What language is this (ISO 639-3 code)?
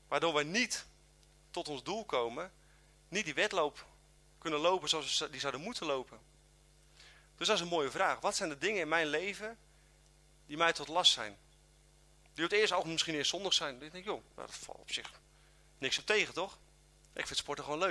nld